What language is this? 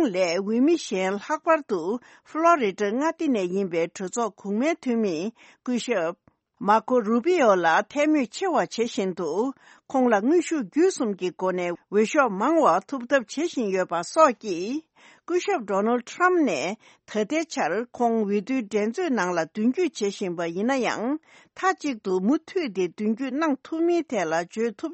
Tibetan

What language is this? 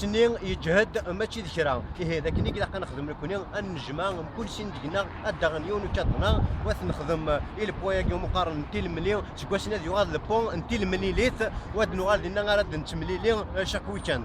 Kabyle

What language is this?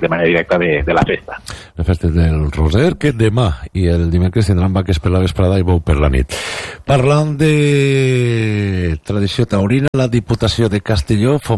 Catalan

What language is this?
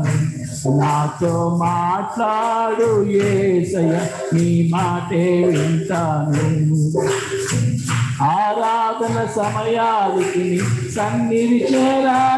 Telugu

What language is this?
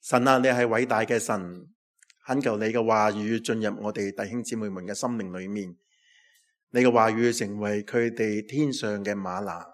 Cantonese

